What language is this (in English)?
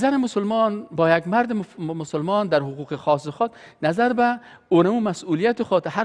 Persian